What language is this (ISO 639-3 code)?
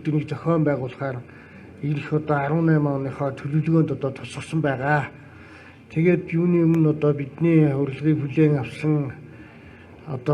mon